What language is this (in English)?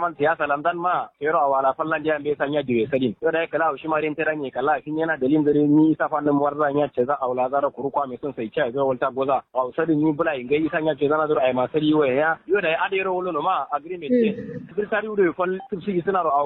Kanuri